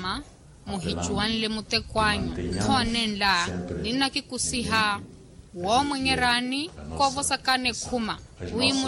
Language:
Makhuwa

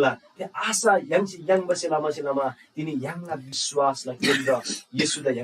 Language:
Eastern Tamang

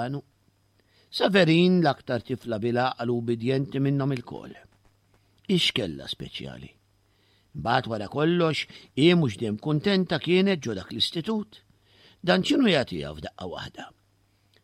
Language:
Maltese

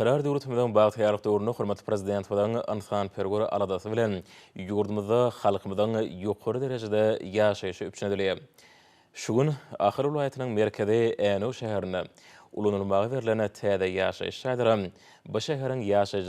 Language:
Turkmen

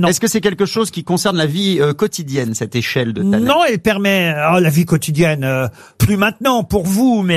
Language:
French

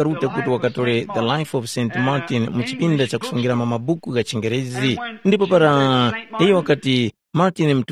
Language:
Tumbuka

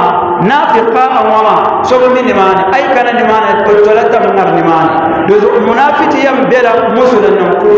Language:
Dagbani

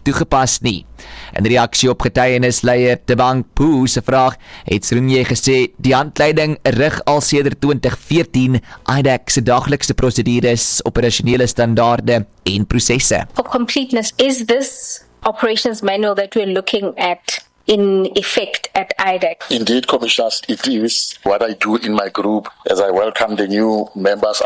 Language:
Afrikaans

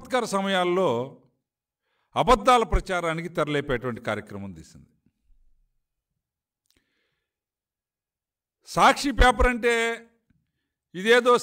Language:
Telugu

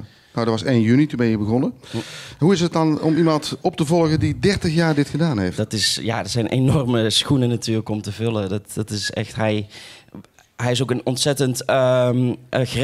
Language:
Dutch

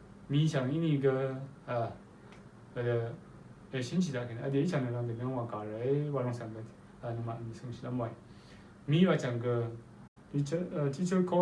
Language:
Rawang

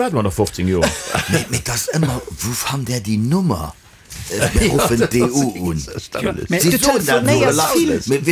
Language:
Luxembourgish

